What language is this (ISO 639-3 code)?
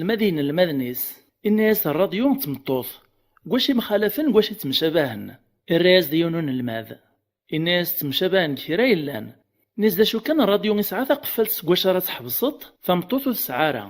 kab